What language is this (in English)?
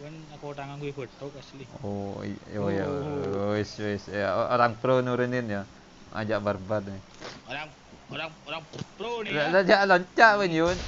Madurese